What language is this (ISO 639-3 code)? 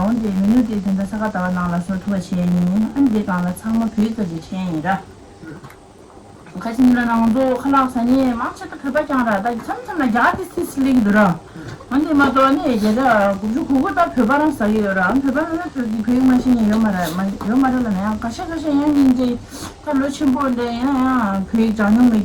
bod